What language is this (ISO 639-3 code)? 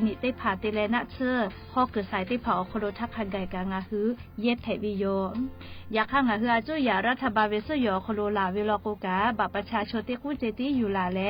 lhu